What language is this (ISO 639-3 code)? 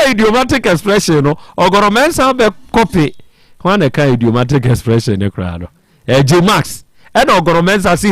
aka